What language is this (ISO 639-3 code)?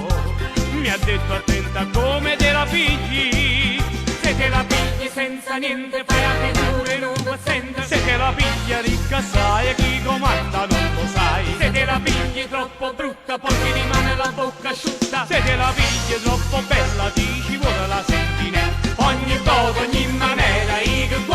nap